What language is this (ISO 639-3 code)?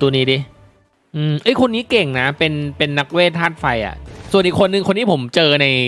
tha